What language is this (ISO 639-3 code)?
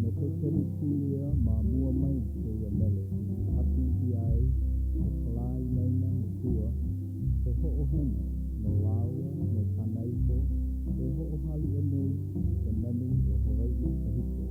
haw